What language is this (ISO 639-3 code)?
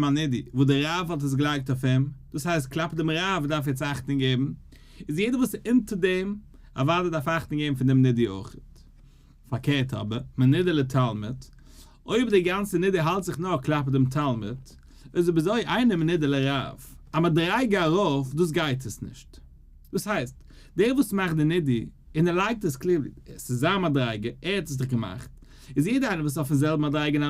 yid